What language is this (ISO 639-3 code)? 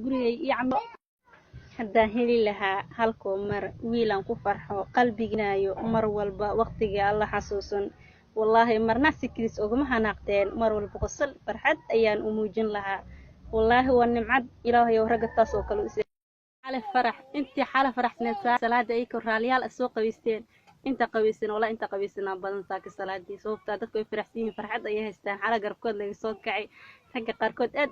som